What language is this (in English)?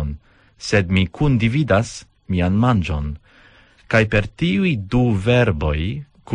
Esperanto